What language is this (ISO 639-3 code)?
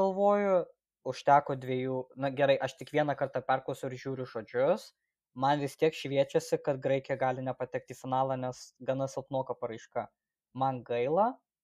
lit